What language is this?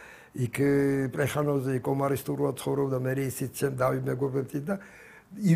Georgian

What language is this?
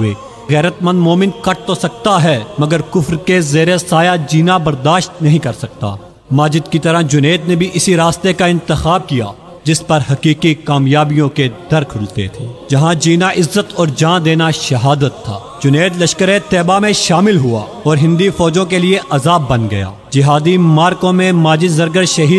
Urdu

